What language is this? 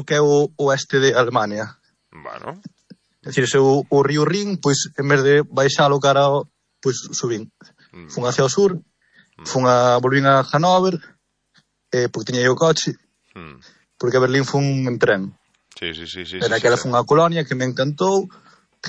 Galician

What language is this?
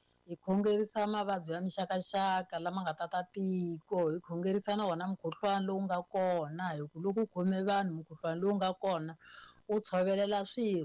Tsonga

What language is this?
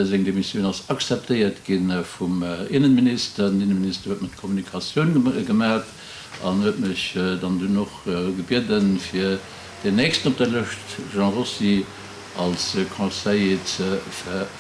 Luxembourgish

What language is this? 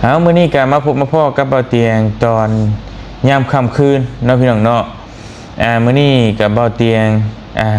Lao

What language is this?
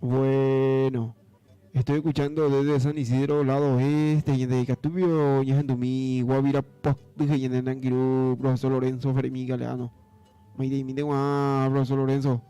Guarani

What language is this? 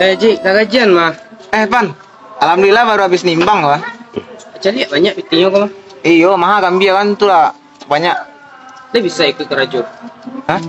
Minangkabau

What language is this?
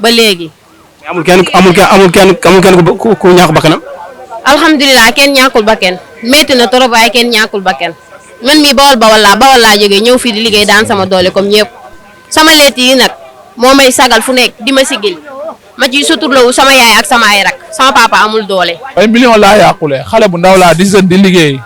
Wolof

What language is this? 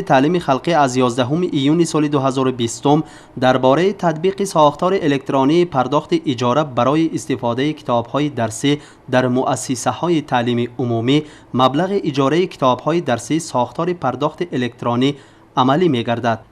Tajik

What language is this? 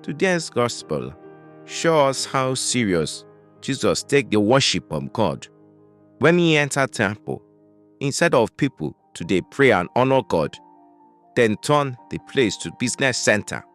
Nigerian Pidgin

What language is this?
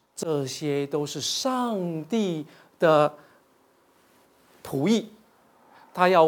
Chinese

